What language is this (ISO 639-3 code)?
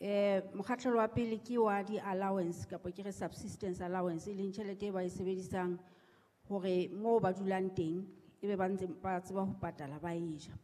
sot